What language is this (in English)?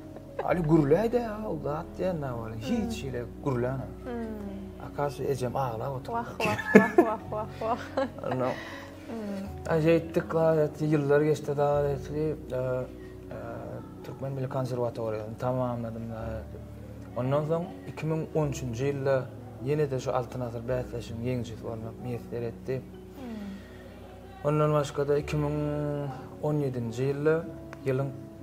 Turkmen